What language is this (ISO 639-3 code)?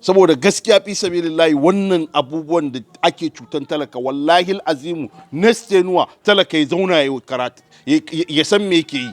hau